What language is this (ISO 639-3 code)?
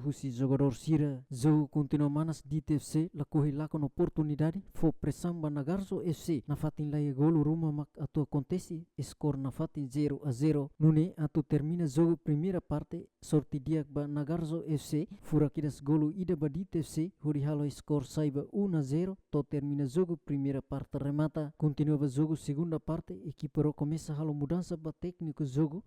tet